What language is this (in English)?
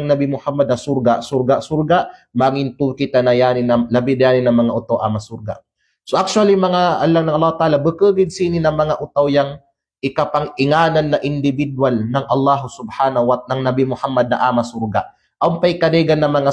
Kalagan